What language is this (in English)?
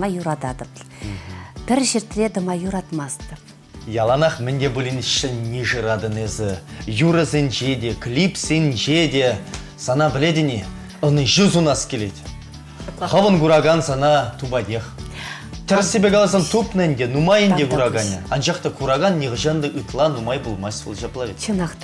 Chuvash